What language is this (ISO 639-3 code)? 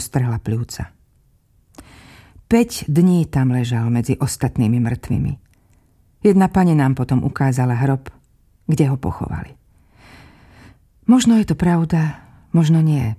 slk